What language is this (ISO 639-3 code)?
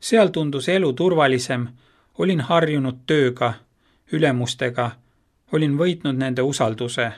est